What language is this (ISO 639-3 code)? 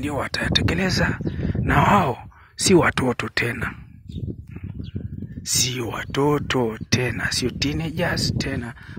swa